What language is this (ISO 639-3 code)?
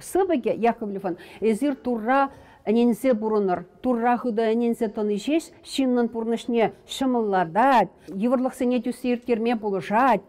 chv